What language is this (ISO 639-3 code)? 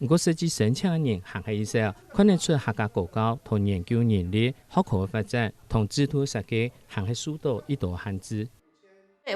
hak